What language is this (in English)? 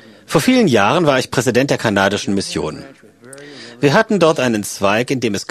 German